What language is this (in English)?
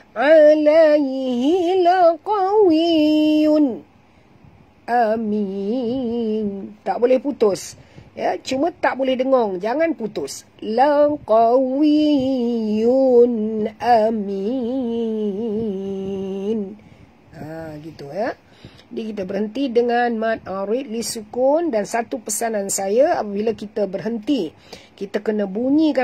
Malay